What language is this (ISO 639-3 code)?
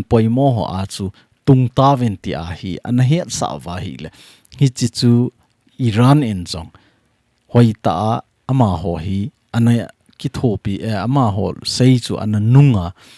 tcz